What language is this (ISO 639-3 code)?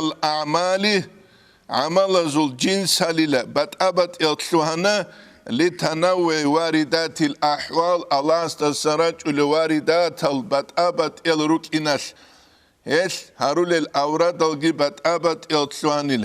ava